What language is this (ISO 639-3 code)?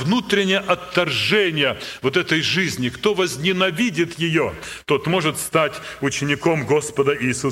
rus